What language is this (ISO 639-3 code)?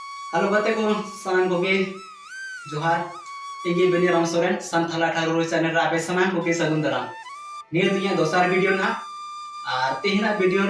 sat